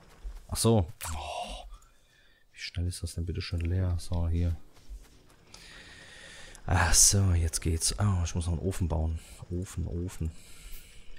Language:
German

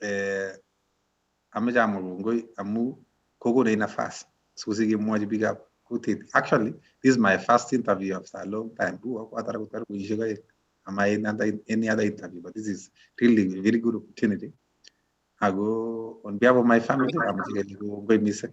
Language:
Kalenjin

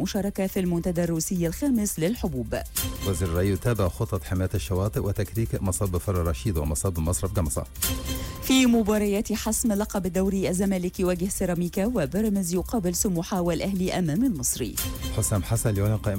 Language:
Egyptian Arabic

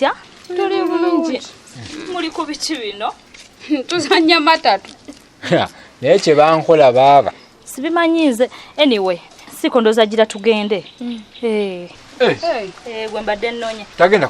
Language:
Ganda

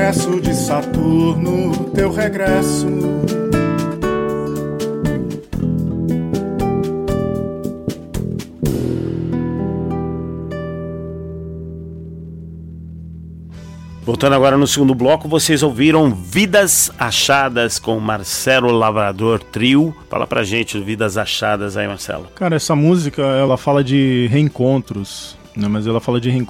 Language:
Portuguese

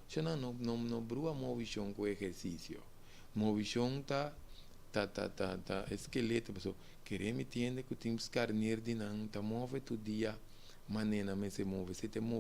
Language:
Papiamento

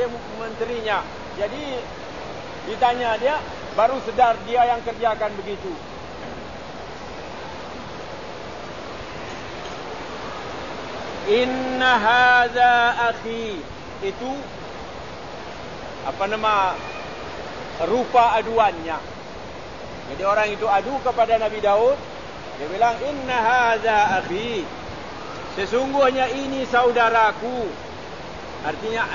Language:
Malay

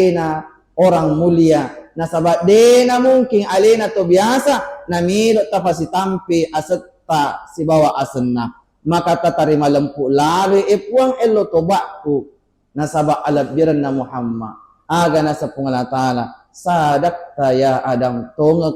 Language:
Buginese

